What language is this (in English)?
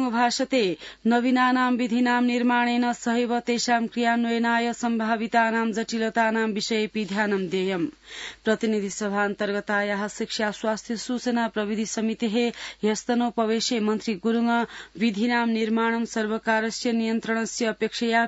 Sanskrit